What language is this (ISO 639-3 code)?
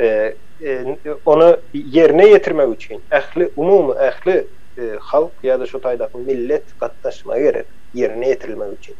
tuk